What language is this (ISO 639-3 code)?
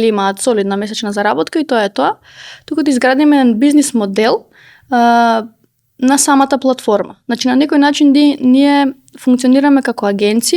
mkd